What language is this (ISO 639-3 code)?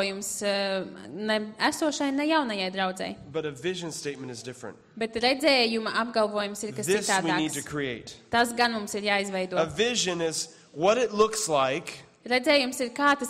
lav